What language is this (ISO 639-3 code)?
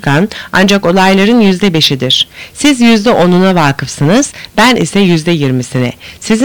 tur